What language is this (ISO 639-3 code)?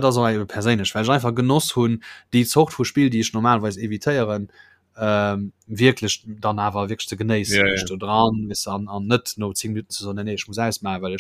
ltz